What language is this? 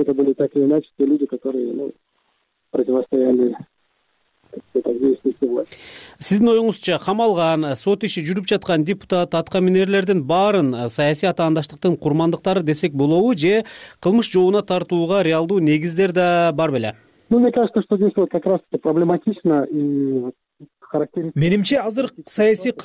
Kyrgyz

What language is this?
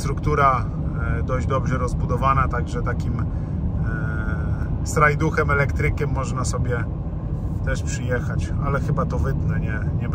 Polish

